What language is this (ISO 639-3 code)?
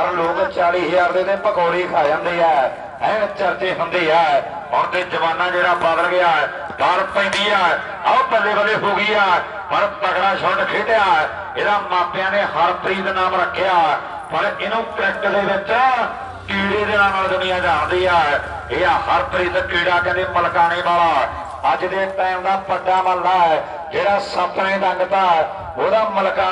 pan